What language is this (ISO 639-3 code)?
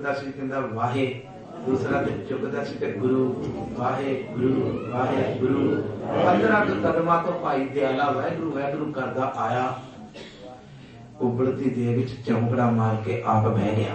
pan